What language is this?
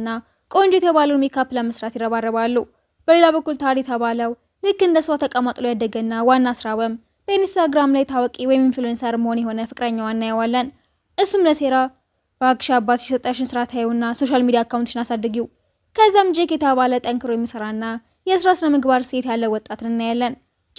Amharic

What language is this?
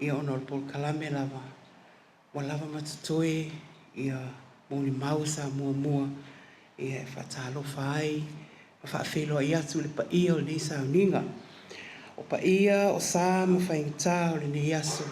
Samoan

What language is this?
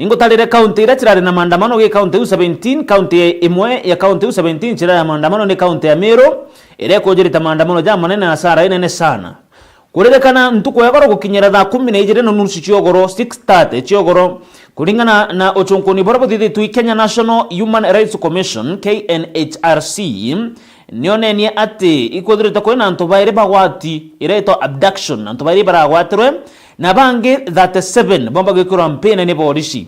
Meru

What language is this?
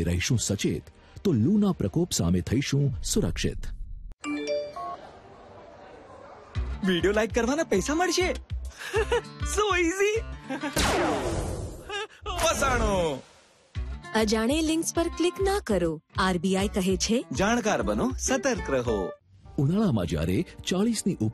Gujarati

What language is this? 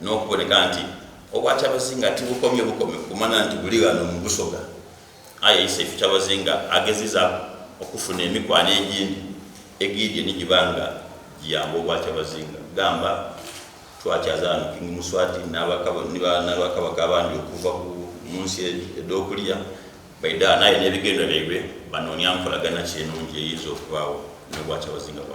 Soga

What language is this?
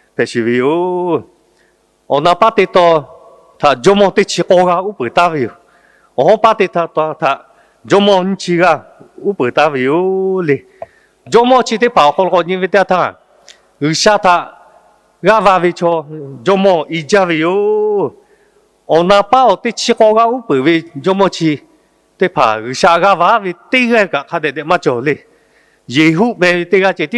Lahu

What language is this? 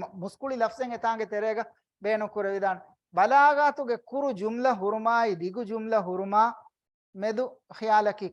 Divehi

